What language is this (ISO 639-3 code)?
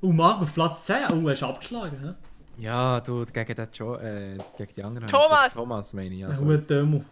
gsw